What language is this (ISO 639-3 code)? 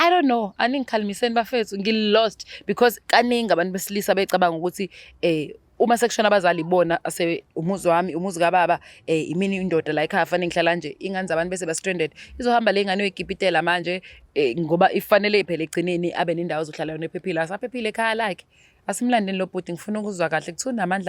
zul